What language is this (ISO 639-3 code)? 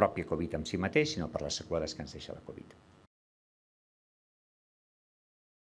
cat